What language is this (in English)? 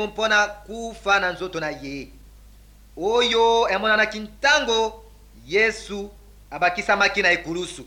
Lingala